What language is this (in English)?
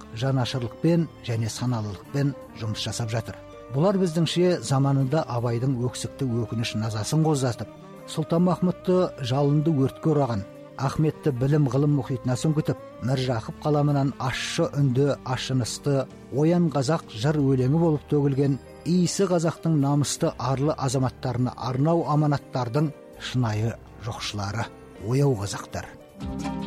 Kazakh